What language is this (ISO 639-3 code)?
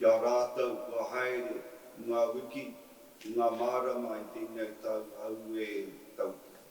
mri